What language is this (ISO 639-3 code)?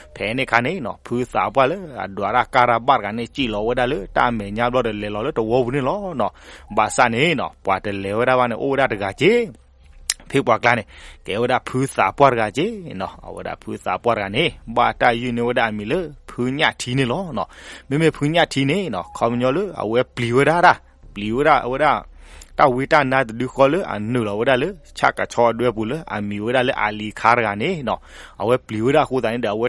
ksw